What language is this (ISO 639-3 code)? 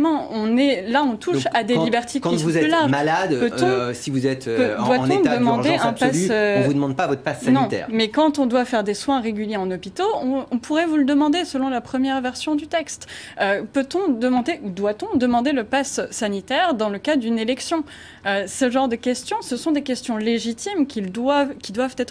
fra